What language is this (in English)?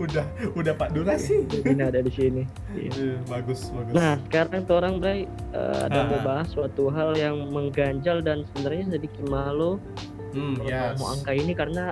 Manado Malay